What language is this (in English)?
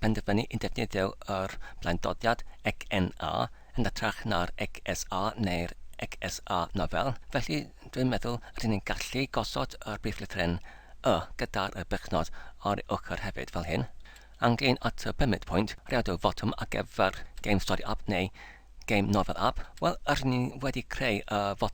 Welsh